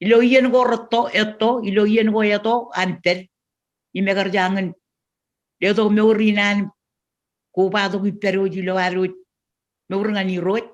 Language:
Marshallese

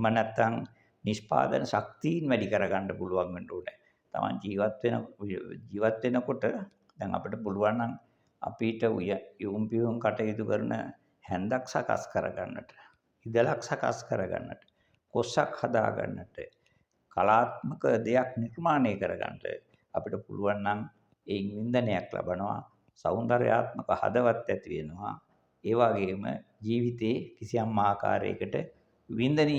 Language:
Sinhala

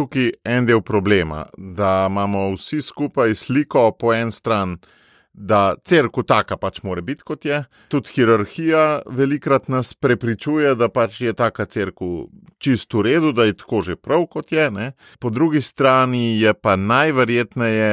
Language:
Slovenian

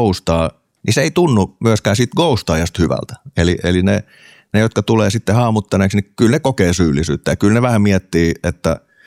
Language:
Finnish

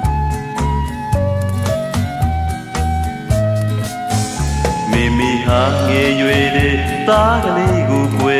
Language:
Burmese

